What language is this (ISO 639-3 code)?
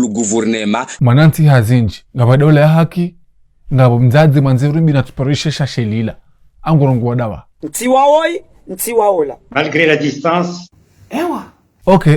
zdj